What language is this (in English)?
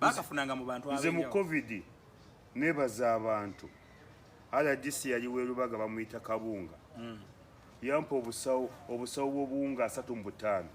Ganda